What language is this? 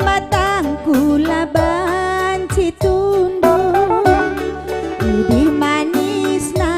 Batak Karo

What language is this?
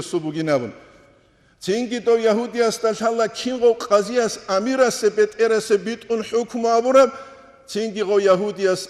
Avaric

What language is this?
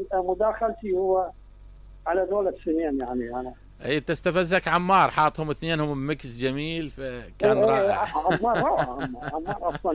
Mesopotamian Arabic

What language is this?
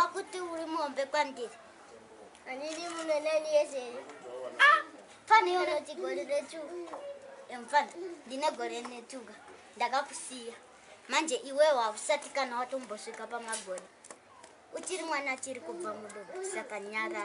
Shona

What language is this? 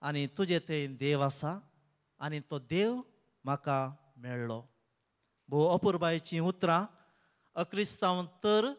Konkani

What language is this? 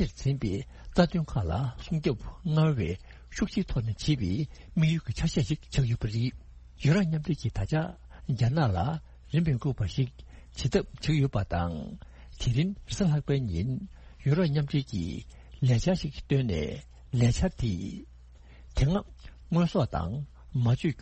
Tibetan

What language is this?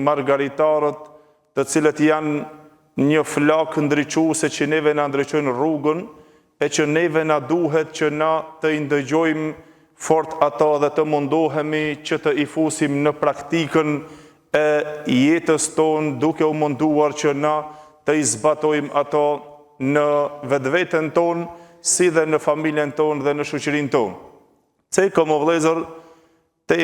Albanian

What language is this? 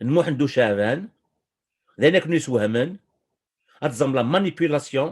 Kabyle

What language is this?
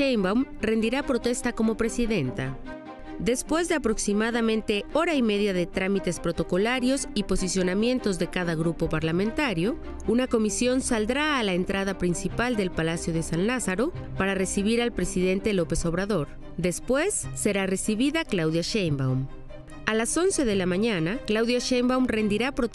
Spanish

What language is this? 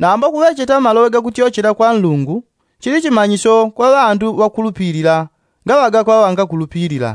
Yao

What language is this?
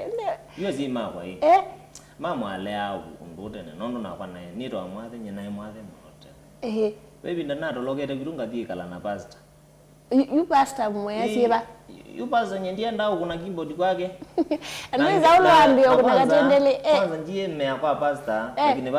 Kamba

